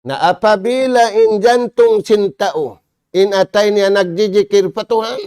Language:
Tausug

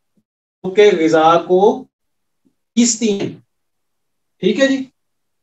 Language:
Urdu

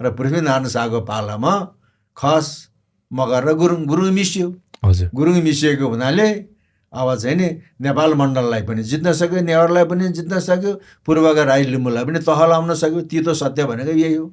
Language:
Nepali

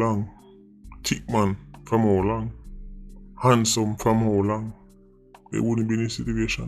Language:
Jamaican Creole English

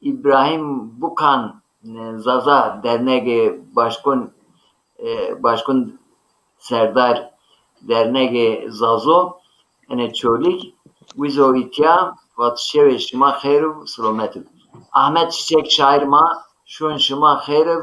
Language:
Zaza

